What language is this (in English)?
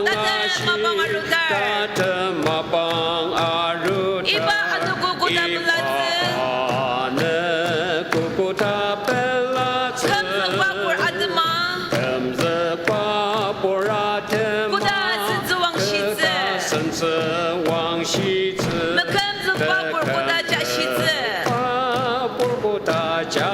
Ao Naga